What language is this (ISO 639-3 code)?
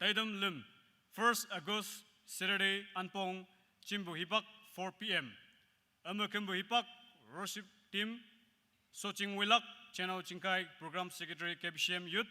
nag